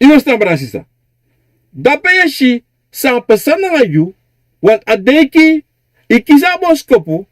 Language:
Sranan Tongo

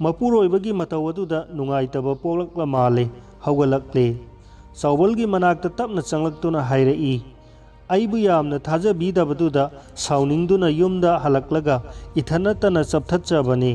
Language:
Manipuri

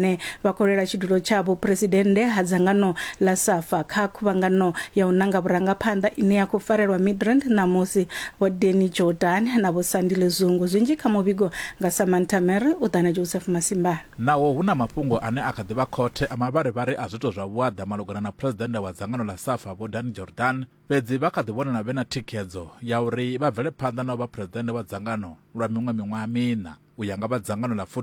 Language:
Venda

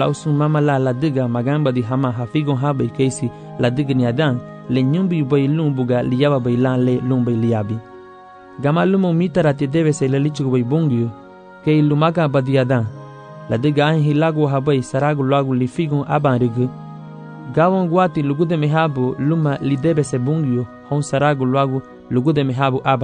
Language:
Garifuna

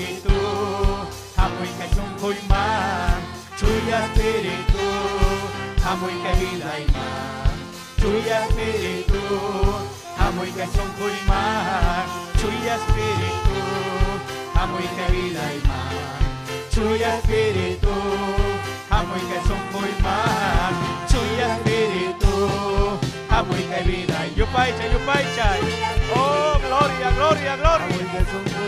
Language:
Ayacucho Quechua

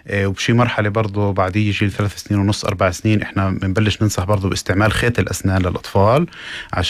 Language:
North Levantine Arabic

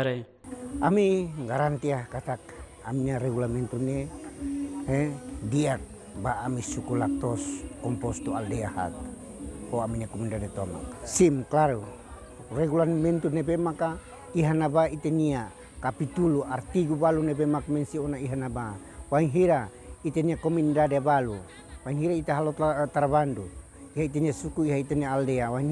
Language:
Tetum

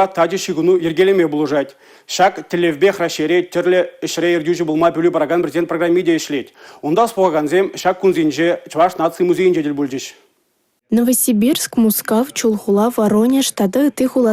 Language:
Chuvash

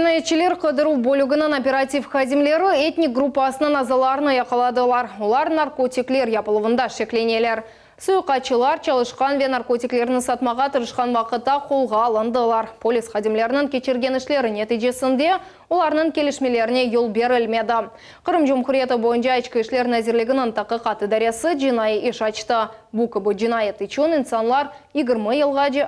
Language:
Crimean Tatar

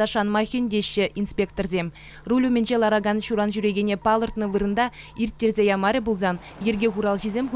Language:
Chuvash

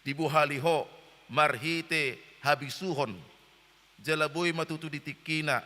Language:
Batak Toba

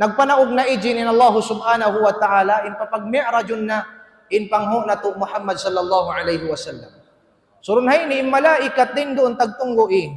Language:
Tausug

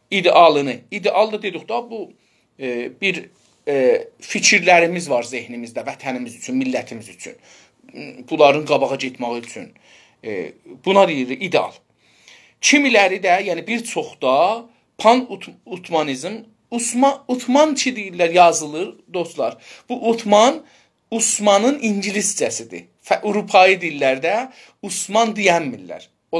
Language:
South Azerbaijani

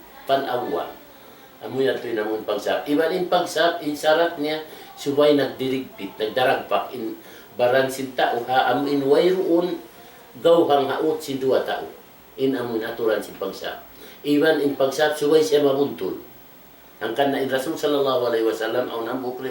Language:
Tausug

